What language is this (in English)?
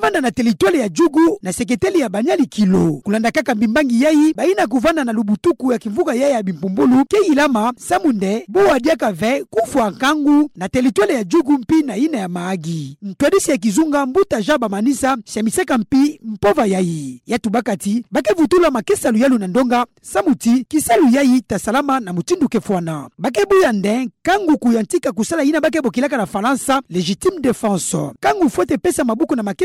Kituba (Democratic Republic of Congo)